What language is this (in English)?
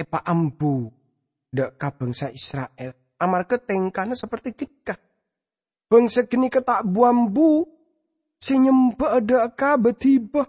Madurese